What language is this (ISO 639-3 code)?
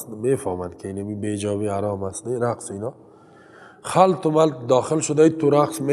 fas